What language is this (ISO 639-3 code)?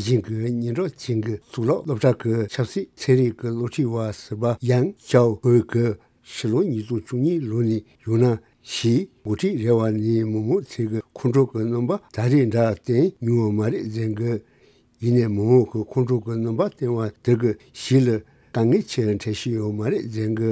bod